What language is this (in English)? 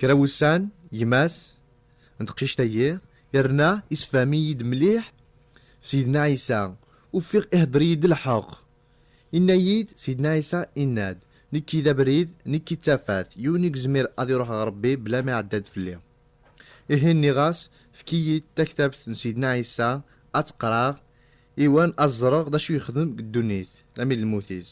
Kabyle